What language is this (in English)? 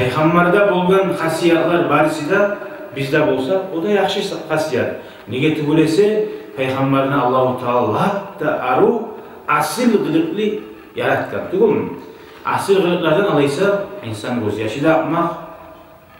Kumyk